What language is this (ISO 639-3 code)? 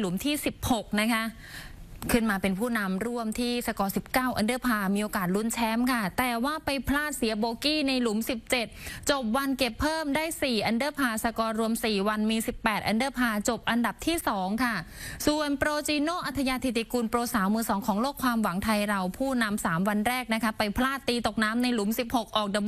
tha